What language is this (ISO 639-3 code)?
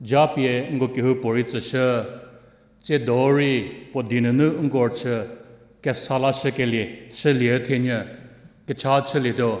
njm